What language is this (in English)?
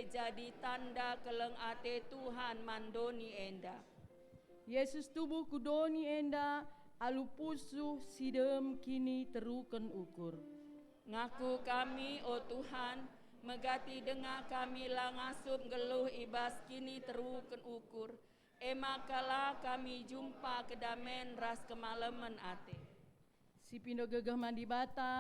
Batak Karo